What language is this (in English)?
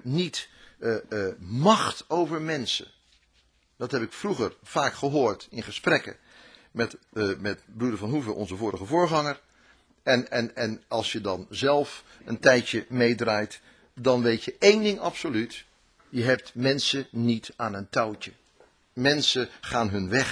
Dutch